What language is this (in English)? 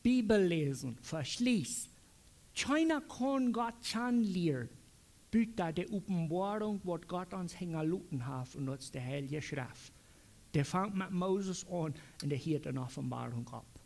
Plautdietsch